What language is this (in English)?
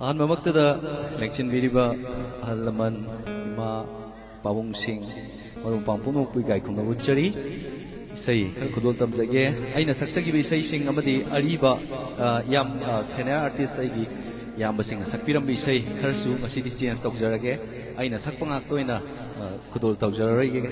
Manipuri